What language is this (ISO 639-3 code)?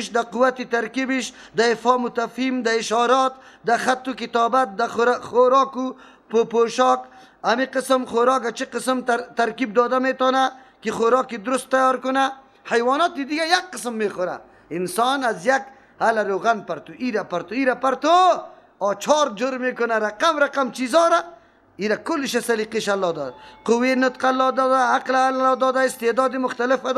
fas